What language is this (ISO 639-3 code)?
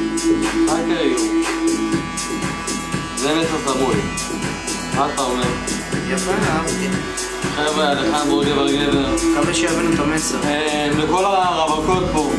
heb